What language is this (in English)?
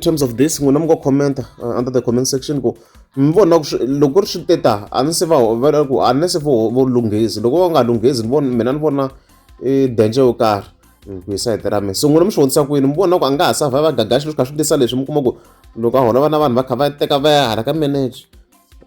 Tsonga